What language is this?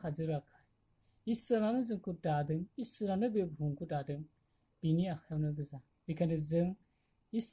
Bodo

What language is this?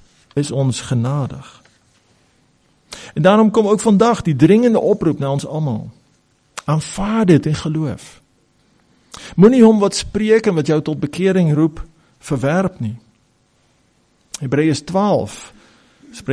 Afrikaans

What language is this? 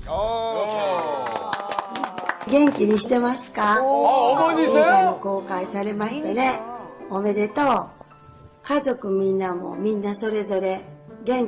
Korean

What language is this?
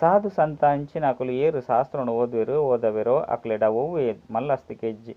Tulu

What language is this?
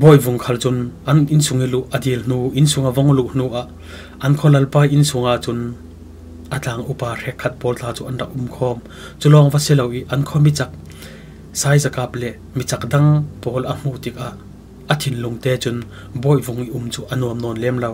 Falam Chin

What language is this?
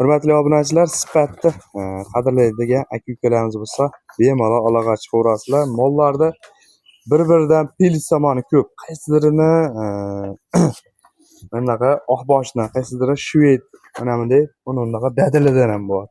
Uzbek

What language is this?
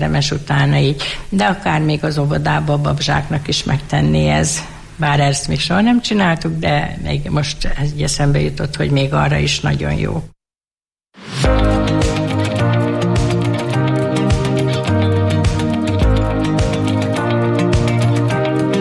Hungarian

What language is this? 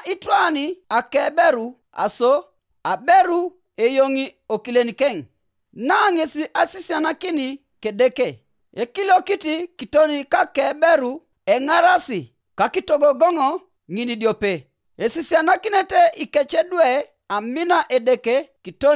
Teso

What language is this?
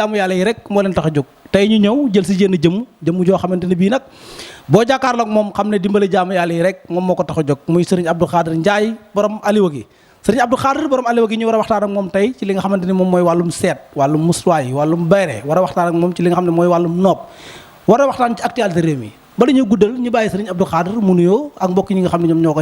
Wolof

